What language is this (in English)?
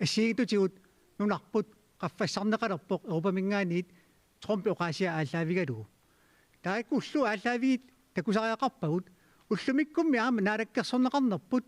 Kalaallisut